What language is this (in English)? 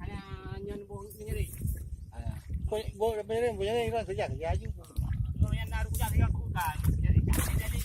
Achinese